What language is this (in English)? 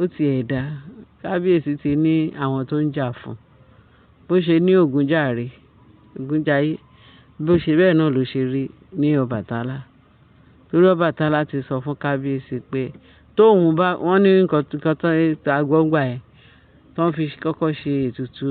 Yoruba